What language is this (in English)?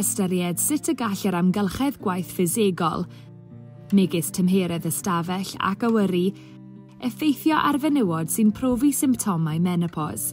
Welsh